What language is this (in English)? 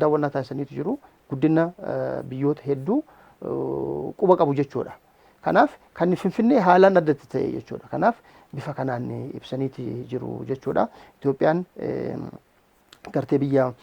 Oromo